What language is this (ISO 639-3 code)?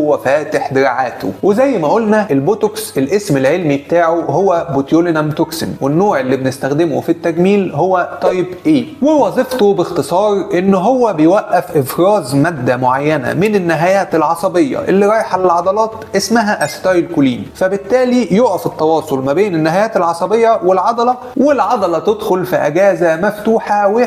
arz